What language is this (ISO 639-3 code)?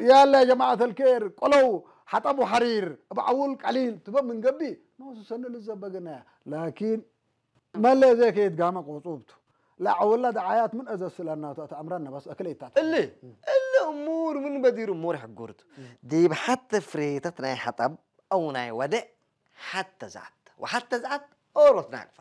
tir